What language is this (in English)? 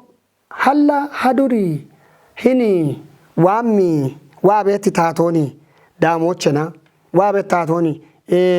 Kafa